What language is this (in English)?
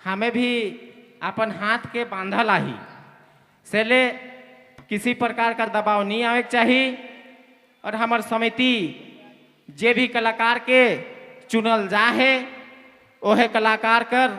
Sadri